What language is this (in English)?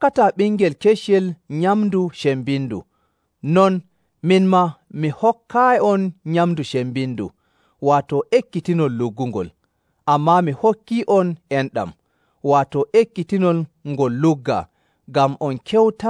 Nigerian Fulfulde